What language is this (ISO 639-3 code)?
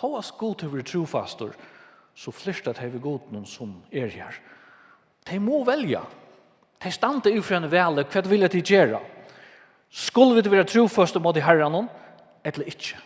fao